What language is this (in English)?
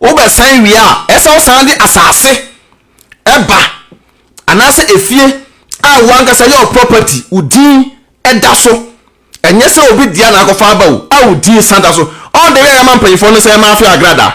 Akan